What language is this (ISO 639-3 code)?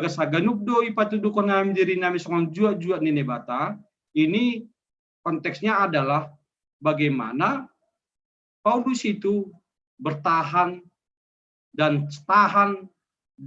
bts